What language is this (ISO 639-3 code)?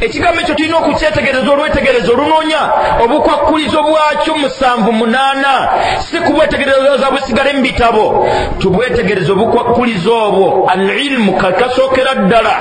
lug